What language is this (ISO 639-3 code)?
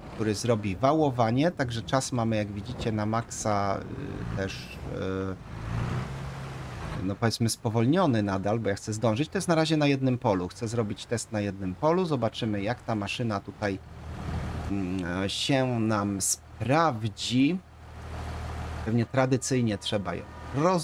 pol